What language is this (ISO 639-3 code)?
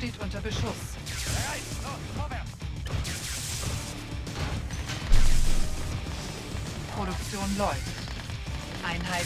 deu